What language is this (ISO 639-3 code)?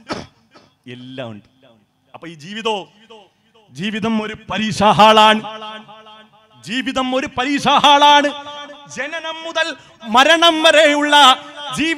mal